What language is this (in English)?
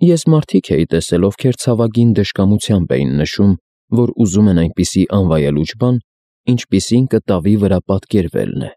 Armenian